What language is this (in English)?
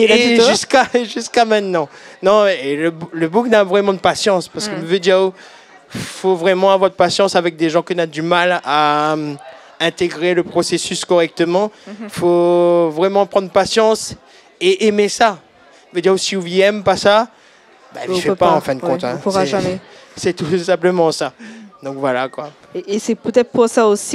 Réunion Creole French